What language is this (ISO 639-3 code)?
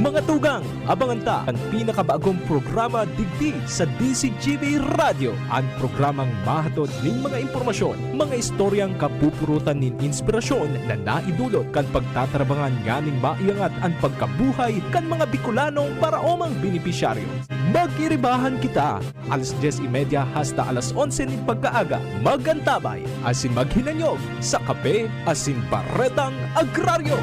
bik